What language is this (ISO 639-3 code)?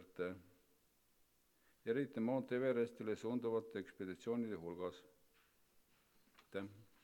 est